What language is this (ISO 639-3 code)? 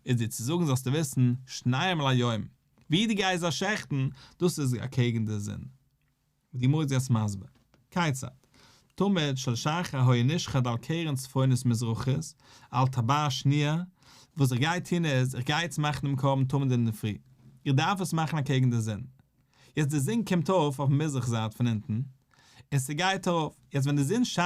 yid